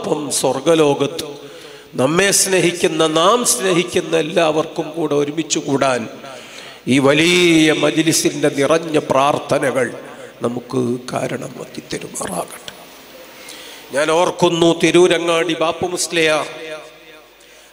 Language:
Malayalam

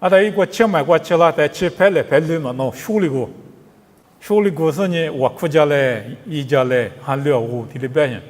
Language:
Lisu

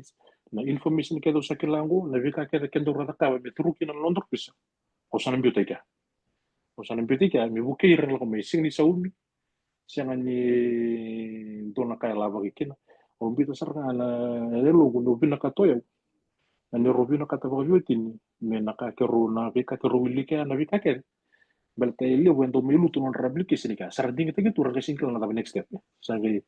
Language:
Fijian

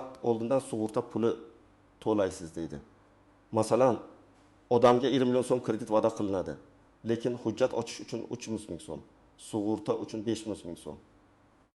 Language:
Uzbek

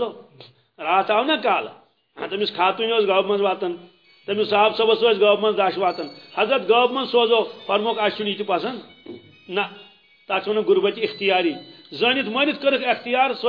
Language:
Kashmiri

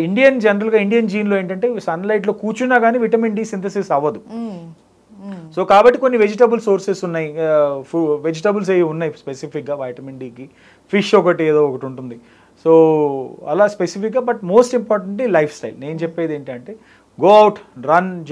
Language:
Telugu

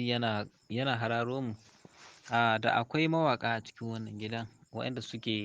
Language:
Hausa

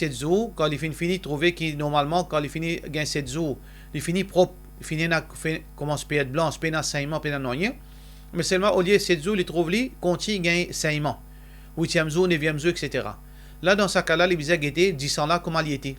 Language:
Morisyen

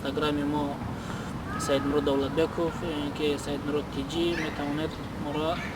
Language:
Tajik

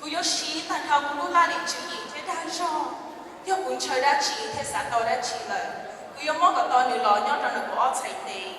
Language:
Hmong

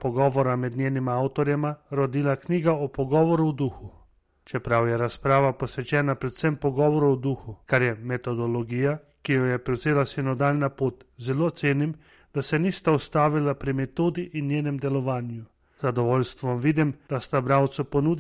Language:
Slovenian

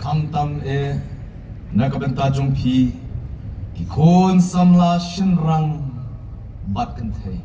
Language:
Khasi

